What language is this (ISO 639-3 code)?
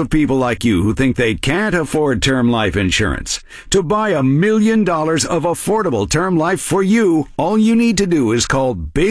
eng